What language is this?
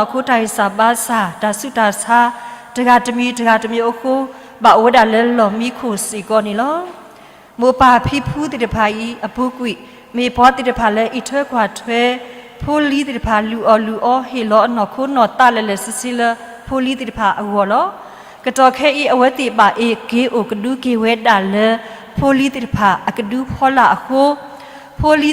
S'gaw Karen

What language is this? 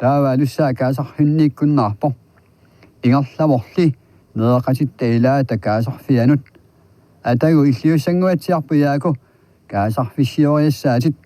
Kalaallisut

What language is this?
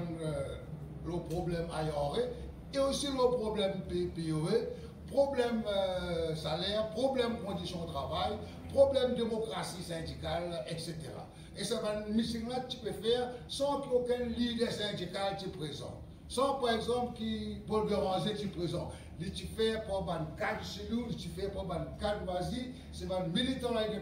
Morisyen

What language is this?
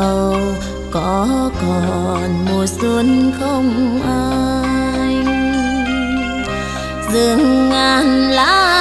Vietnamese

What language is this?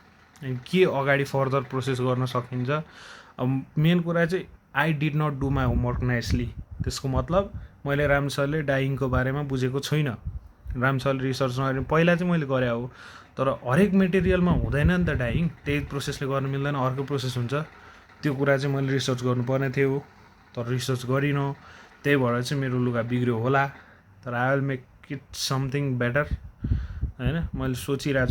Nepali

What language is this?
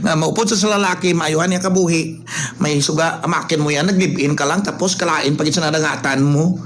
Hiligaynon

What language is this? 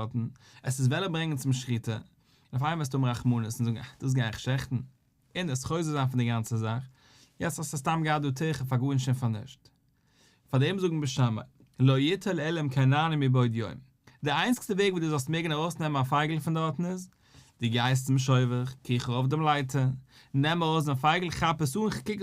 Yiddish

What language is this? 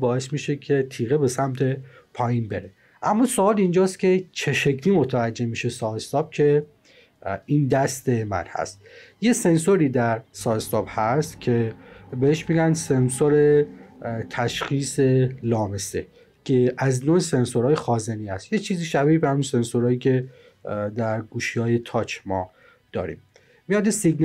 Persian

